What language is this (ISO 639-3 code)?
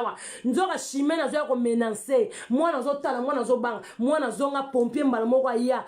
lin